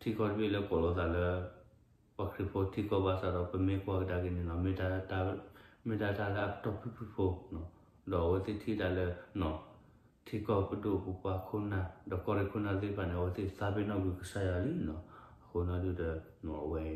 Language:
S'gaw Karen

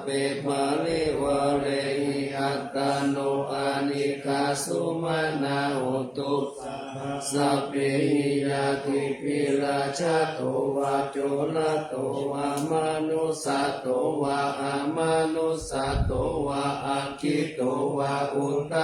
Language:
Pali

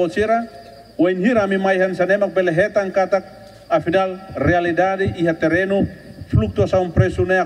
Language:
Tetum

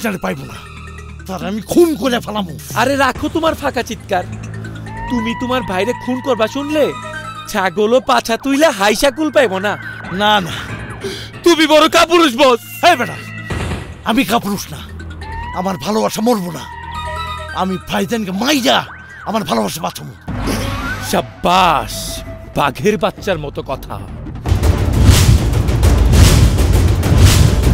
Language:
Bangla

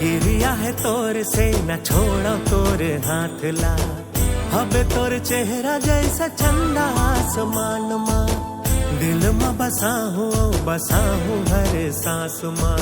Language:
Chhattisgarhi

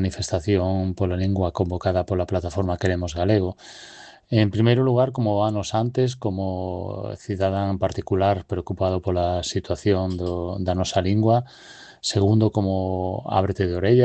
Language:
Galician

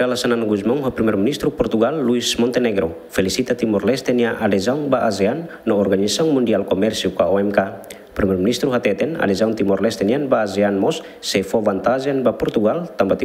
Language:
Tetum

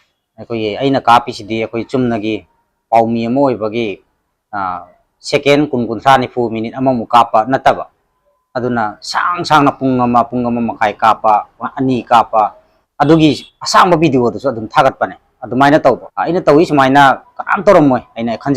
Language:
Manipuri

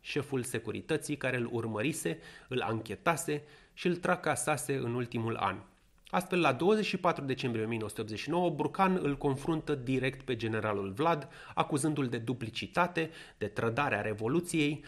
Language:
Romanian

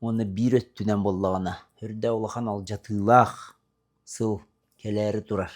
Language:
Yakut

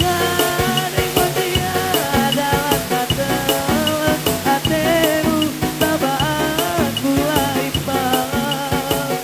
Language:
Batak Toba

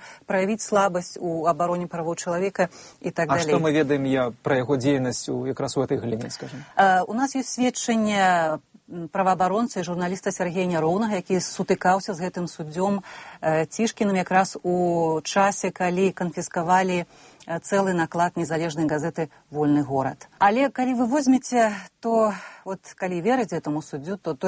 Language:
Belarusian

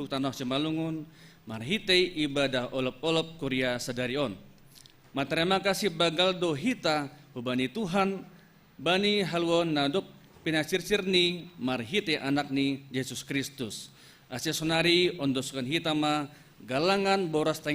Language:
Batak Simalungun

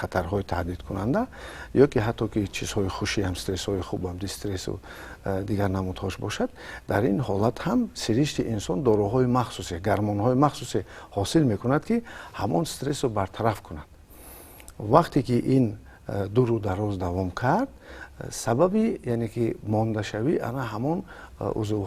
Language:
Tajik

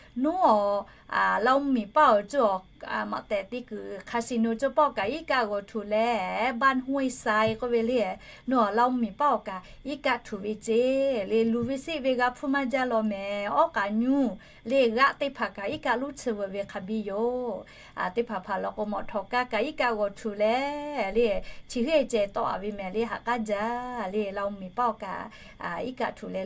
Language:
Lahu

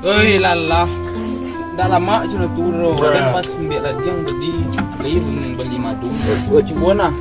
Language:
Minangkabau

